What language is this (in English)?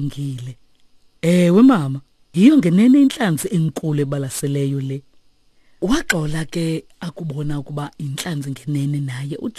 Xhosa